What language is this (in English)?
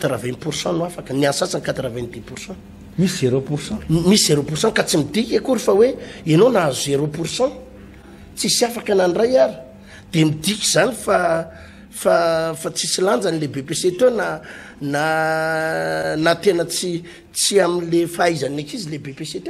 Malagasy